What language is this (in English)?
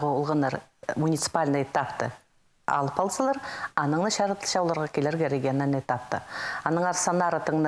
Khakas